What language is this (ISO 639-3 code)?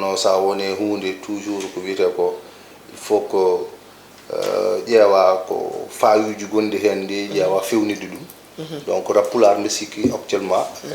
ful